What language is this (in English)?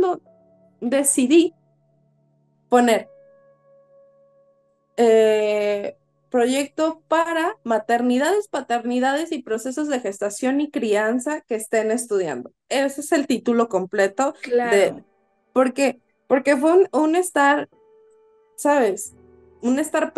Spanish